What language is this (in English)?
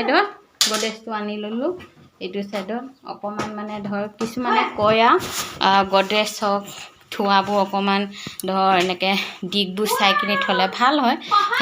Assamese